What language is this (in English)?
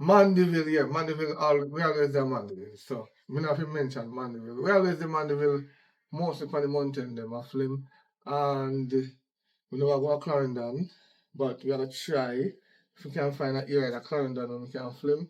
Jamaican Creole English